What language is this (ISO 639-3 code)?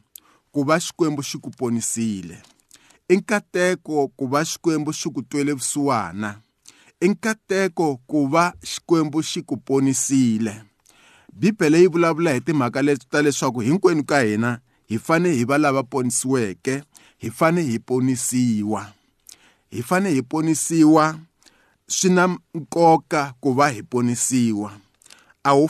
tso